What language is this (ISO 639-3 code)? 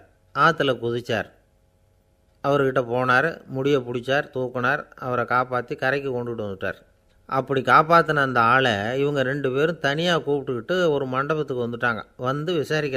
tam